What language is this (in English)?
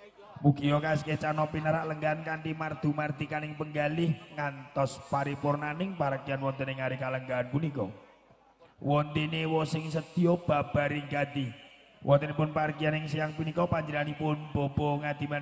Javanese